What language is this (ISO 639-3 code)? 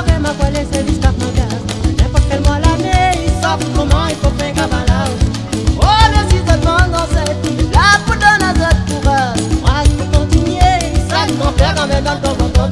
rcf